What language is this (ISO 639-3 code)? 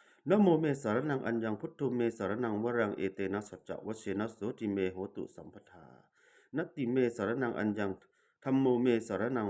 pli